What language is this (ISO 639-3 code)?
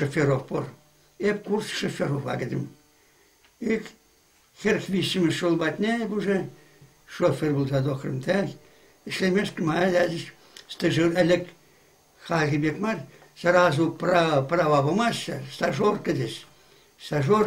chv